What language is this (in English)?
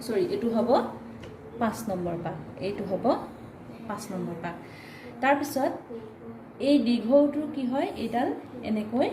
Assamese